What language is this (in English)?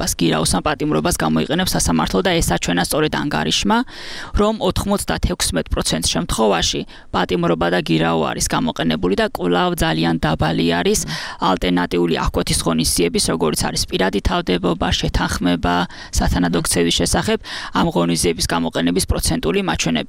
Georgian